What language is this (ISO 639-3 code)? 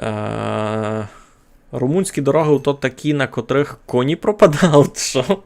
rue